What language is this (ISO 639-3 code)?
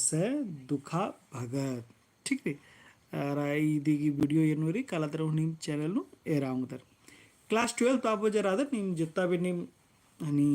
kru